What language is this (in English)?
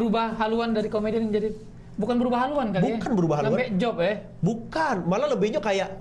Musi